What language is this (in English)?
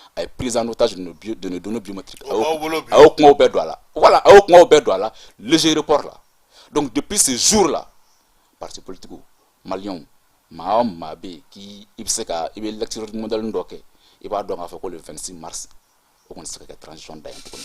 Bambara